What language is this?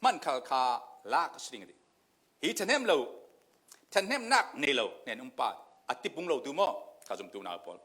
Falam Chin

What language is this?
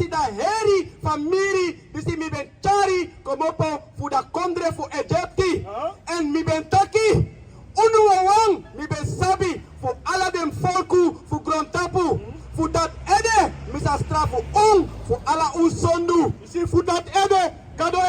Sranan Tongo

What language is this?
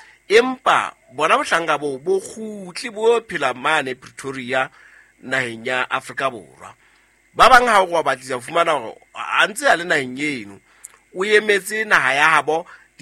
Southern Sotho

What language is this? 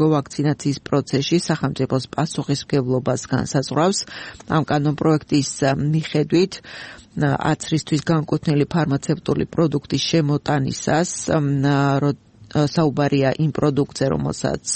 Georgian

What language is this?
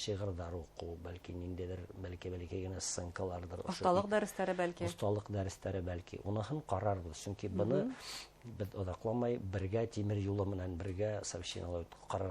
Bashkir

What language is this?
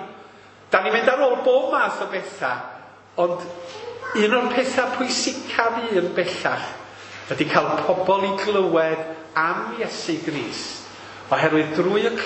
Welsh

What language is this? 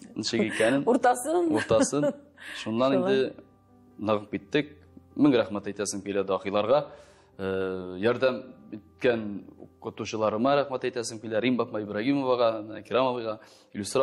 Tatar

